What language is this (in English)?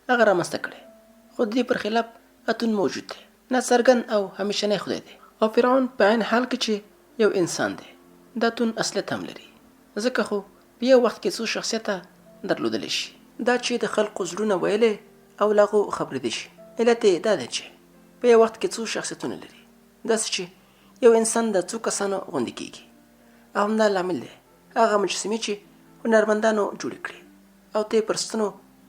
Pashto